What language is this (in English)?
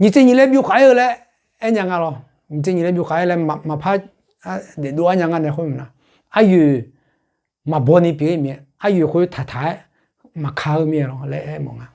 Akha